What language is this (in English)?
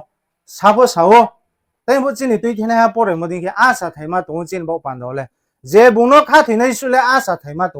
Riang (India)